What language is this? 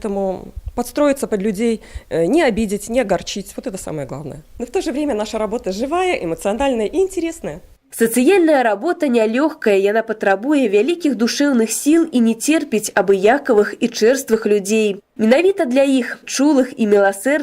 Belarusian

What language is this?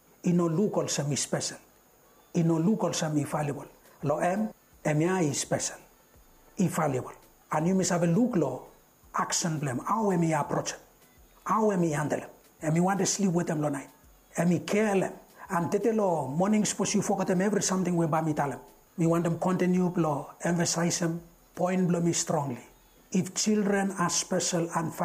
Bislama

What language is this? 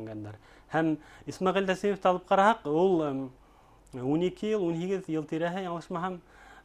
Bashkir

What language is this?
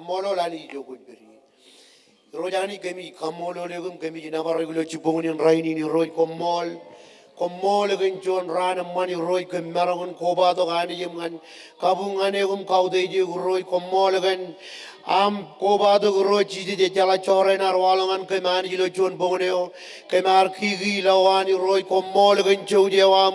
Marshallese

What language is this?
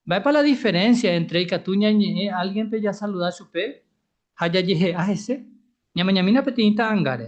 Guarani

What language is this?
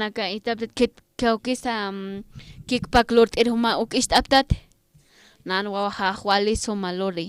Aymara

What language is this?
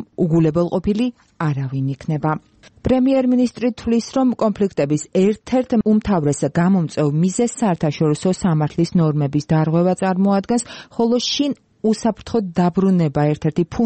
Georgian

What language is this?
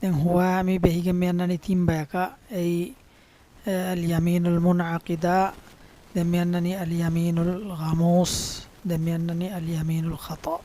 Divehi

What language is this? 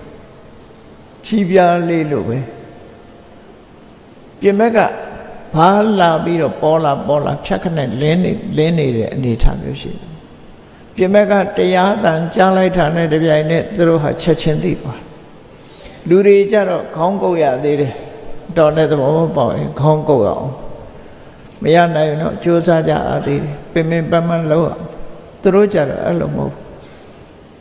Burmese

